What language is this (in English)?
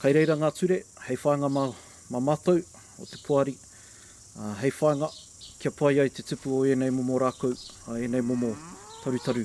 Māori